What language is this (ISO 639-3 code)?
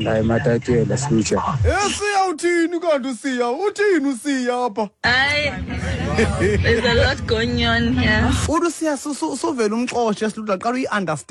xho